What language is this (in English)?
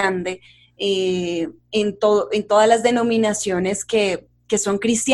Spanish